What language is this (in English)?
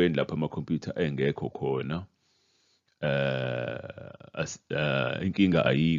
Zulu